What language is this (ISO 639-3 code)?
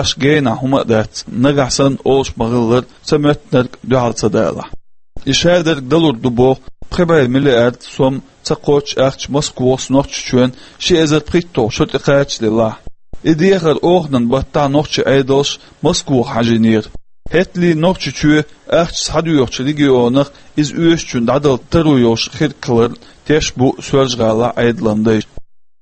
che